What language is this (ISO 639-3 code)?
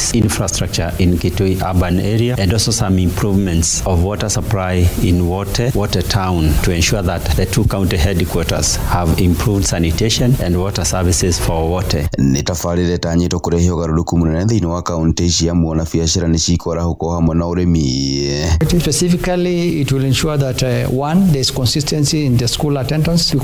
kik